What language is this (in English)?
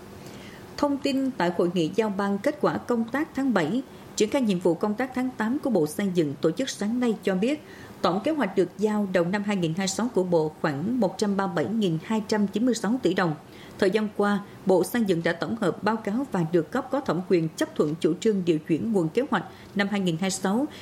Vietnamese